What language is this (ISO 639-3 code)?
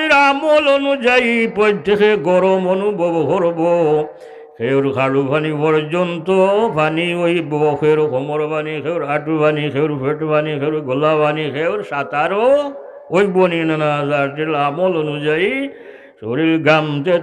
syl